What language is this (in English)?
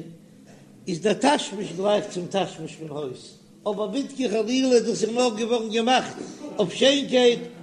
Yiddish